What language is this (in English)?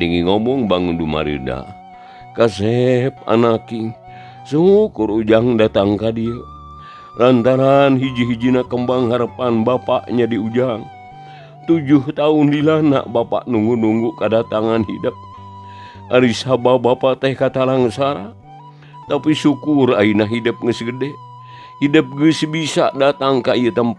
Sundanese